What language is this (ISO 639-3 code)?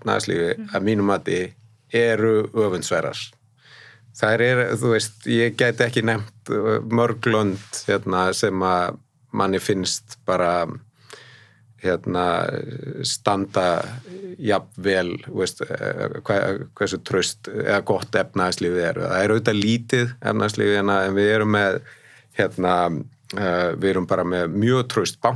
isl